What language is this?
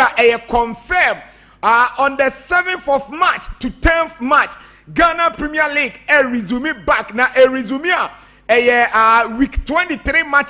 Akan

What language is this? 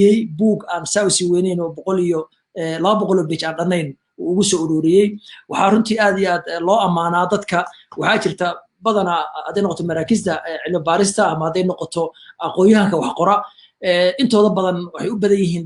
Somali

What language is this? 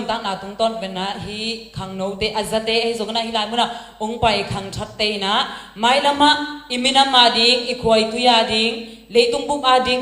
Tedim Chin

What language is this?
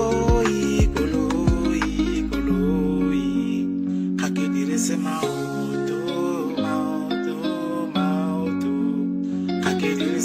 Tswana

